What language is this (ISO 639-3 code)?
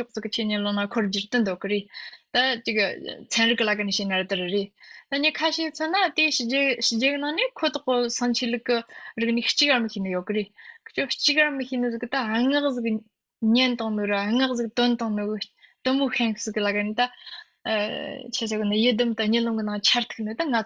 bod